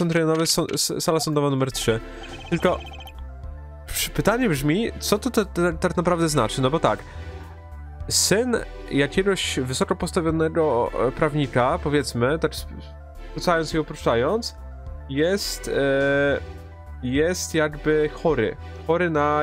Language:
Polish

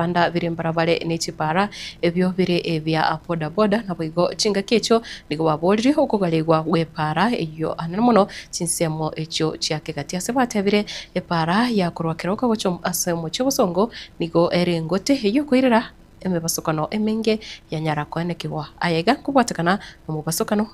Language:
Gusii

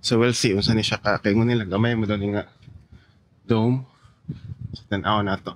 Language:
Cebuano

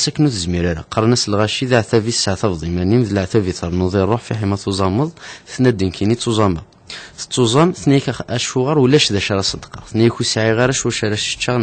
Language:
Kabyle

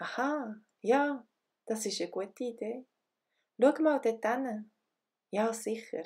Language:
Swiss German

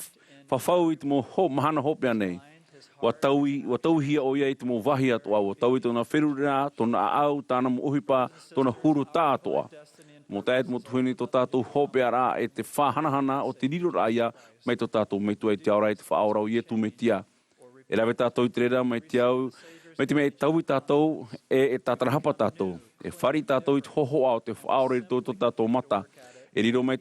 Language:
Tahitian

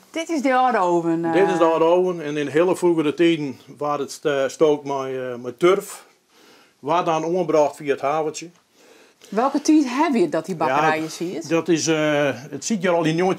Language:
Western Frisian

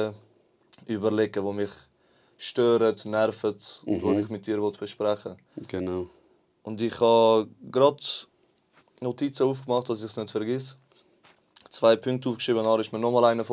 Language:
Swiss German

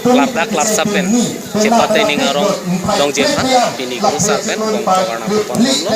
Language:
Karbi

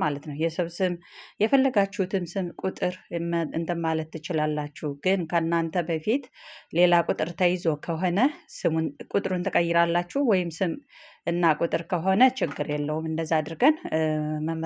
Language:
Amharic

